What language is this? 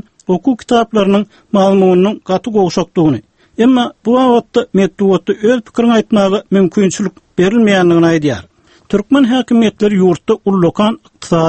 Turkmen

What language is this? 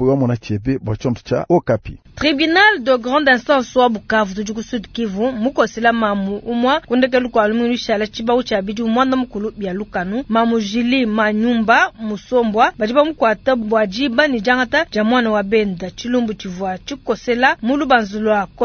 Luba-Lulua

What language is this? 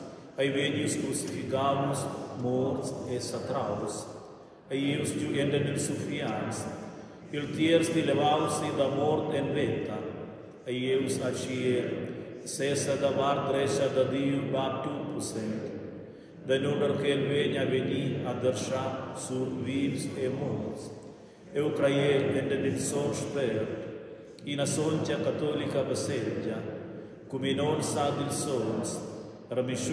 Romansh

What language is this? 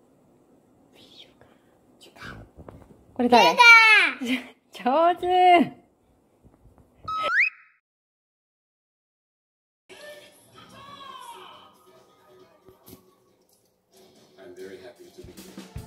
Japanese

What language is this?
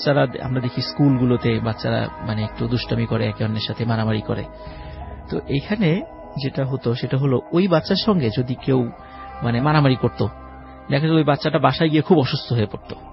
Bangla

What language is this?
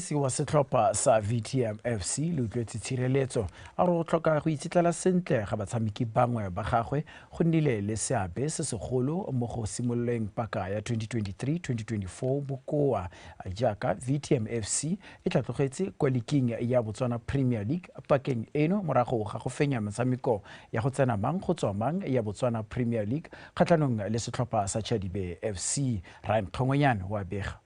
Tswana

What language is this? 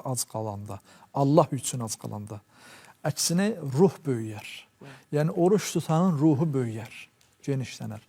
Azerbaijani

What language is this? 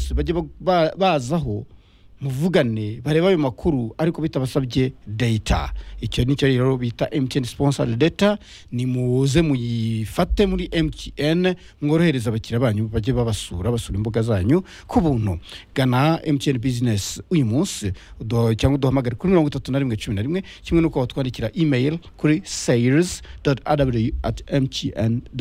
Kinyarwanda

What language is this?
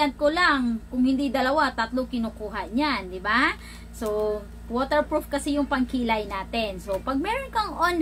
Filipino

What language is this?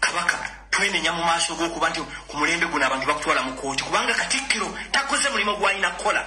Ganda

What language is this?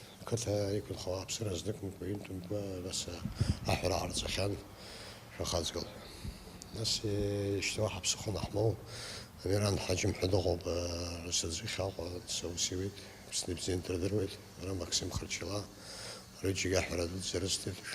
Abkhazian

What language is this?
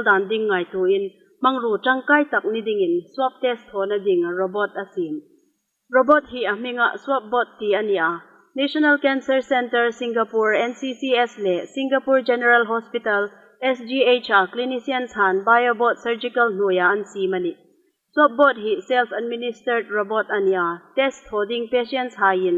Hmar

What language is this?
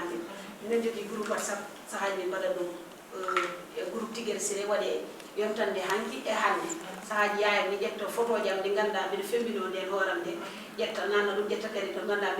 Fula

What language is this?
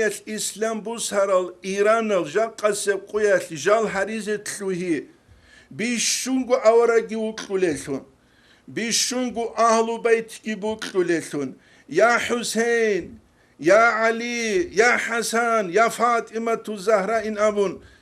Avaric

